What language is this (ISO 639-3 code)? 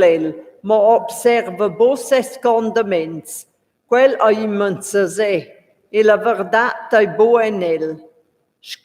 roh